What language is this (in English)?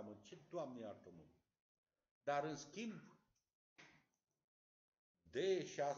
Romanian